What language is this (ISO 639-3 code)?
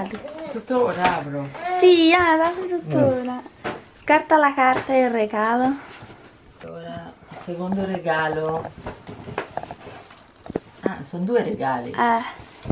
ita